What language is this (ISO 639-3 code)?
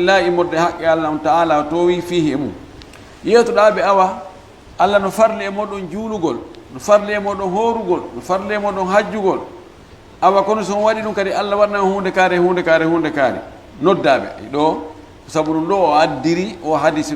ful